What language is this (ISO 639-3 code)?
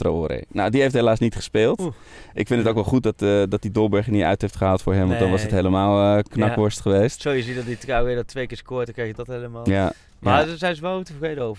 nld